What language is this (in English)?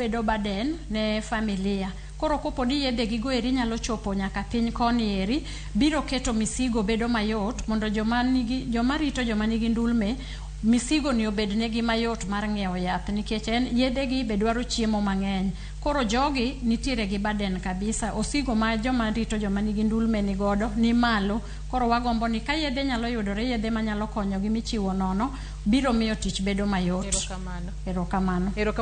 Luo (Kenya and Tanzania)